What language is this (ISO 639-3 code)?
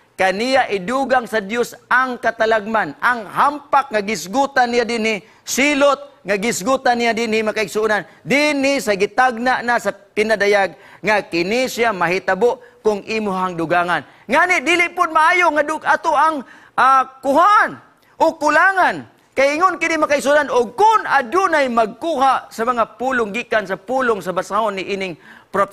ceb